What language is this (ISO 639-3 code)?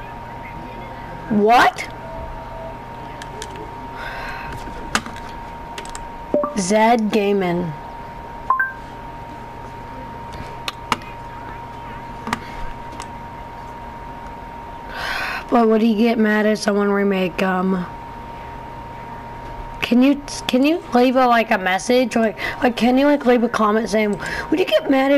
eng